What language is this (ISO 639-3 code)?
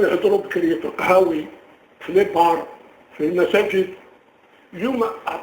arq